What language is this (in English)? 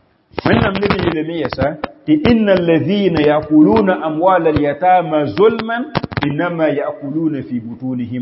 Mossi